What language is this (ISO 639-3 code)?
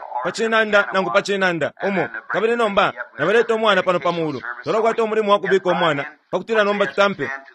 bem